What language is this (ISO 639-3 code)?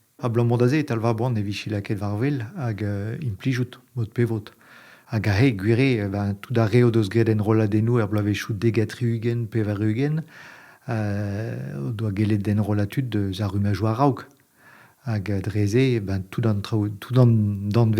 bre